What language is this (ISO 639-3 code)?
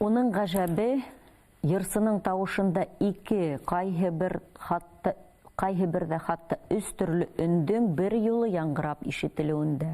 bak